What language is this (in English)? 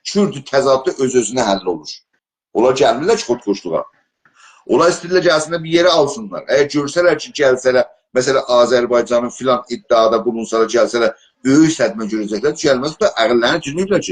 South Azerbaijani